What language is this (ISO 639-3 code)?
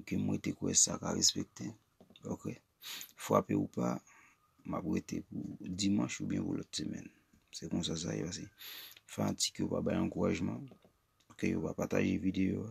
hat